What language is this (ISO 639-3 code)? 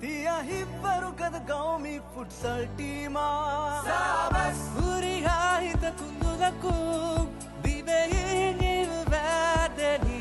div